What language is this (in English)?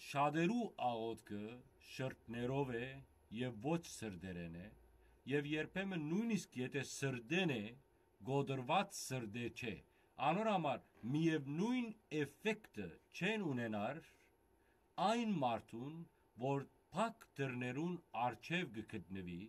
Western Armenian